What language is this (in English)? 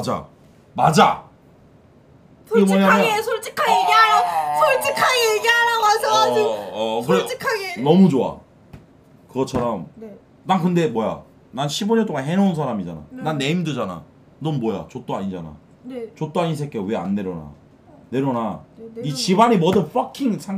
Korean